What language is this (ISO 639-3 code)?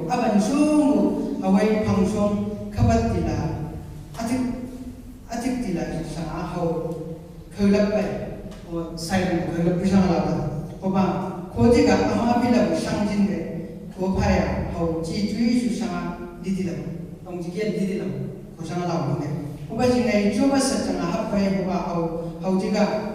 nbc